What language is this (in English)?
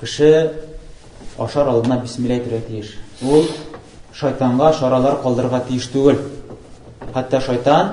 Tatar